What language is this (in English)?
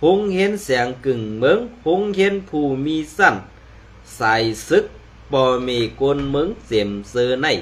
Shan